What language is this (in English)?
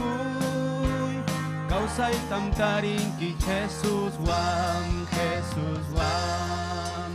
Ayacucho Quechua